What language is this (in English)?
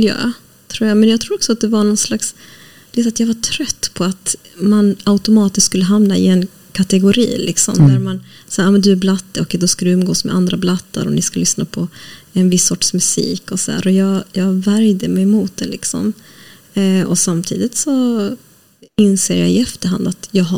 Swedish